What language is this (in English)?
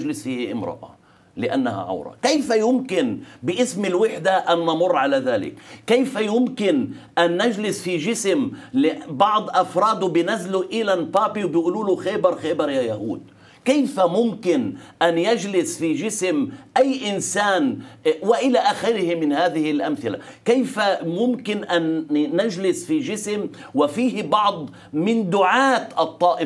Arabic